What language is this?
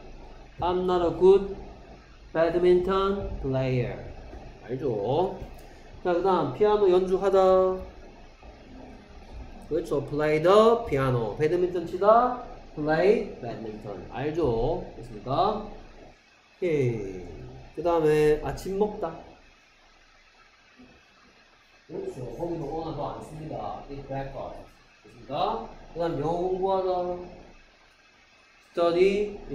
Korean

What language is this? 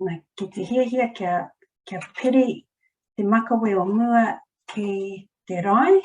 Māori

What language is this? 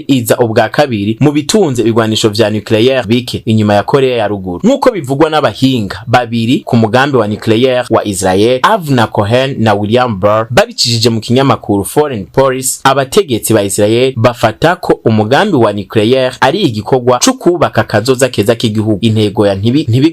Rundi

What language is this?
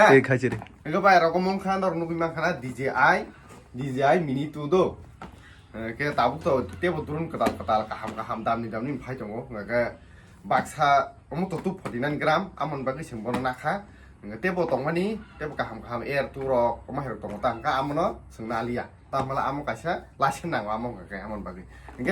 Kok Borok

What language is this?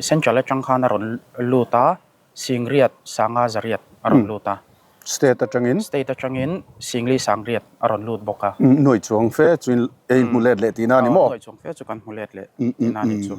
Mizo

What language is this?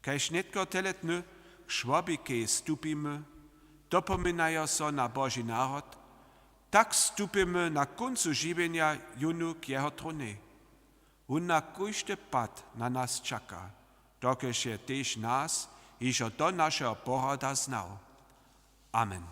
Upper Sorbian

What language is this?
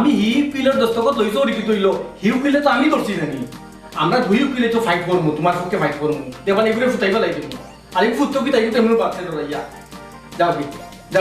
Sylheti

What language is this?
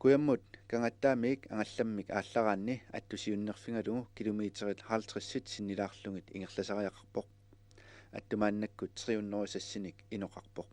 Kalaallisut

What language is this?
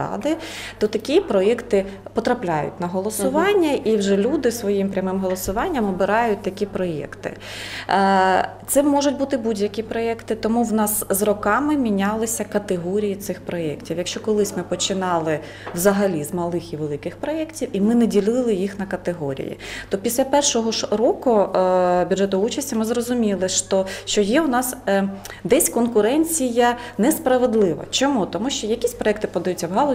Ukrainian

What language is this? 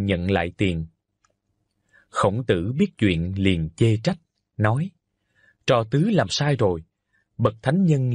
Vietnamese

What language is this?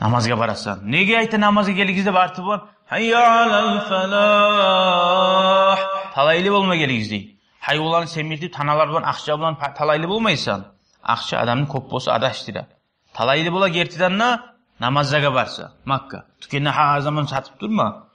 Kumyk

